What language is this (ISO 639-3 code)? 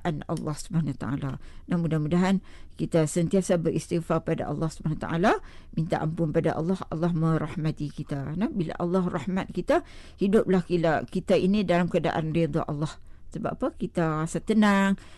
msa